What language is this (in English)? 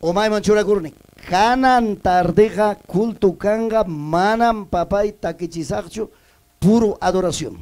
Ayacucho Quechua